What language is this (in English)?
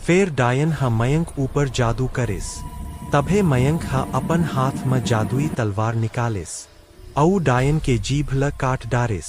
Chhattisgarhi